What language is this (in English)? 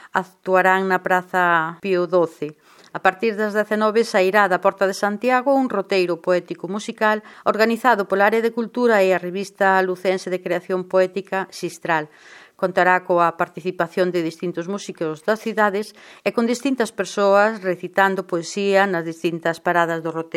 Galician